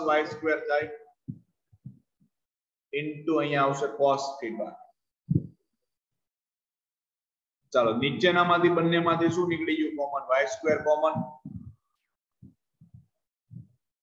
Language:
Gujarati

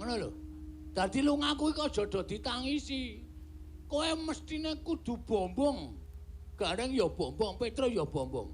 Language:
Javanese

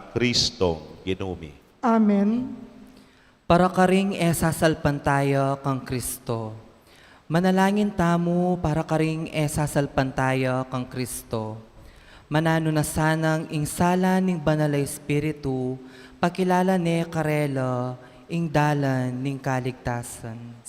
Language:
Pampanga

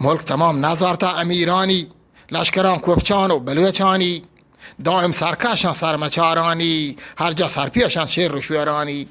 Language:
Eastern Balochi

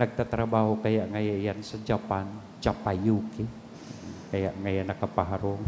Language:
Bikol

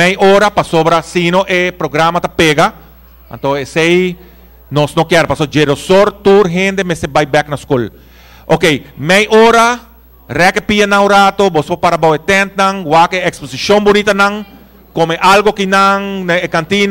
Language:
Papiamento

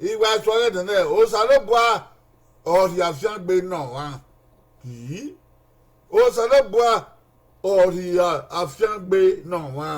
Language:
Bini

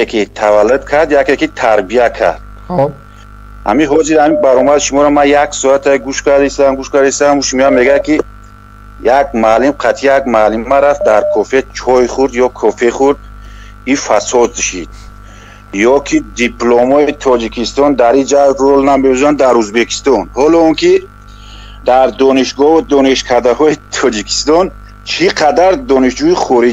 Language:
Tajik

